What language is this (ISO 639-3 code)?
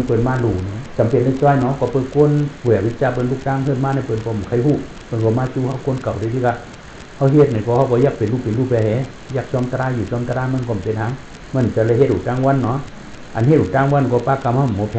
shn